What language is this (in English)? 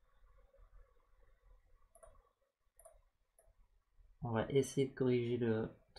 French